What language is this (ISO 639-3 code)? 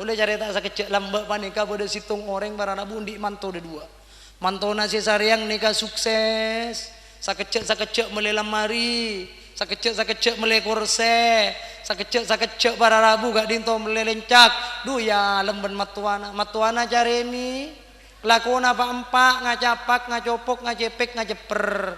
mad